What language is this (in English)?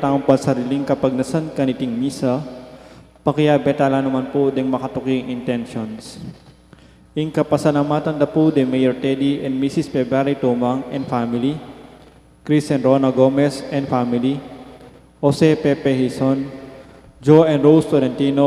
Pampanga